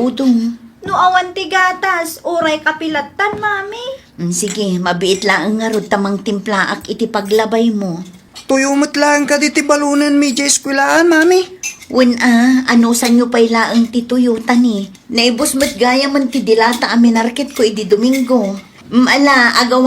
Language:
Iloko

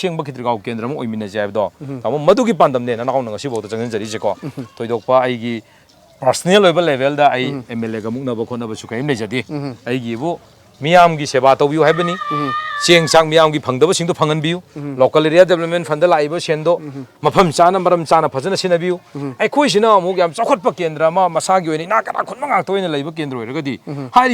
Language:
Manipuri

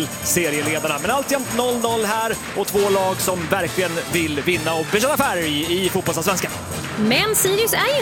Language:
Swedish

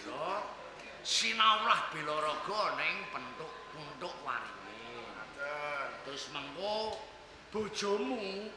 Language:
Javanese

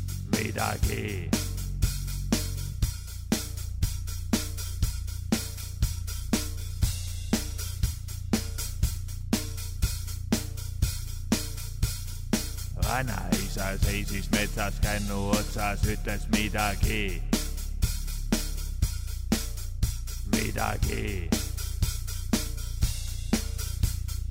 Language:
Estonian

